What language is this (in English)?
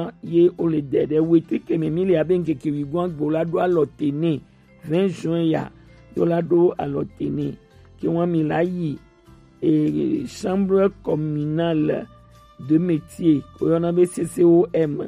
Gen